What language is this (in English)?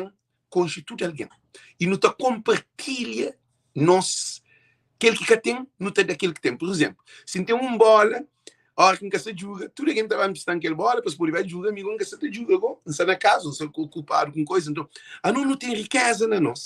Kabuverdianu